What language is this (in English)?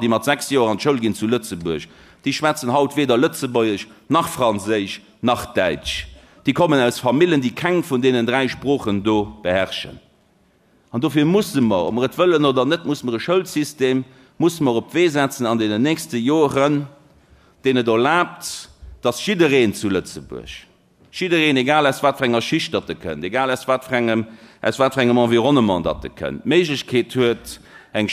Luxembourgish